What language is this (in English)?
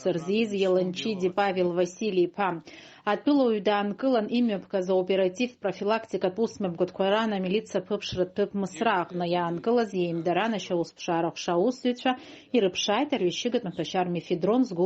Abkhazian